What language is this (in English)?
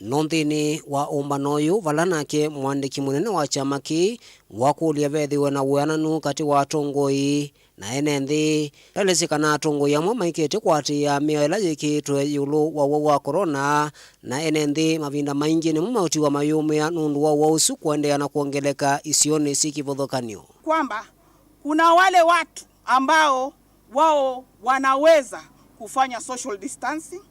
Kamba